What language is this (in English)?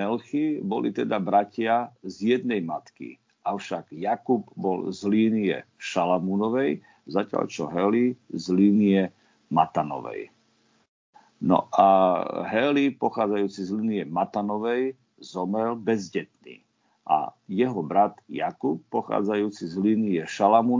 Slovak